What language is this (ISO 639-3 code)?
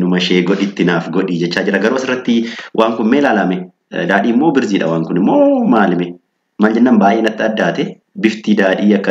orm